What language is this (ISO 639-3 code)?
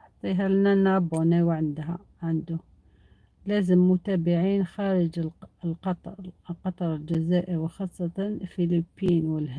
arq